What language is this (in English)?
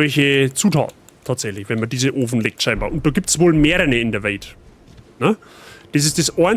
Bavarian